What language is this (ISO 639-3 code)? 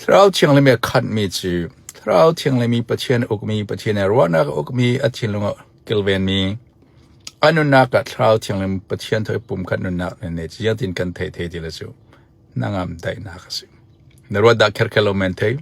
cfm